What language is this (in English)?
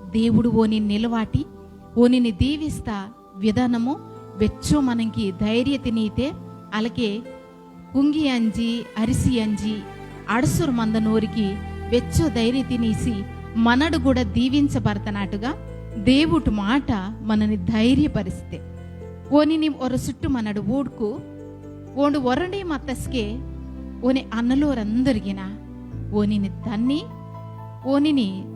Koya